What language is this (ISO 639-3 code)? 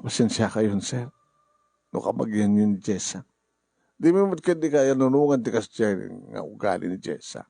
ilo